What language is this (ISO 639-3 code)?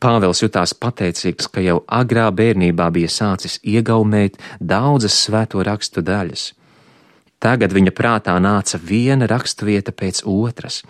lav